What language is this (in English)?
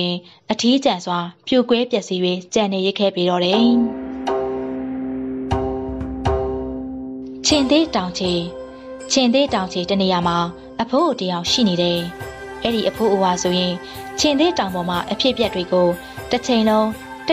Burmese